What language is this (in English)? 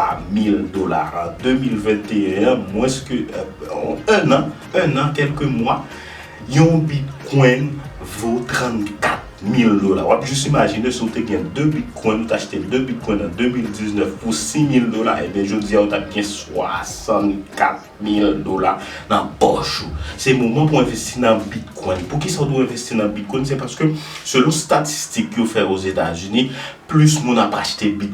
Haitian Creole